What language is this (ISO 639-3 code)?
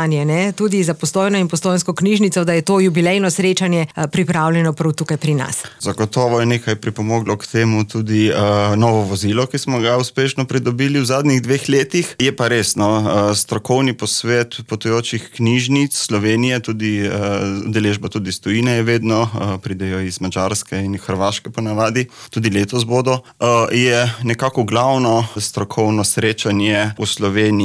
slv